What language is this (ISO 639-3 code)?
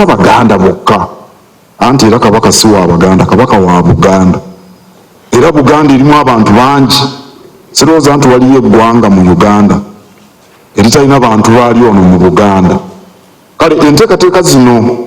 lug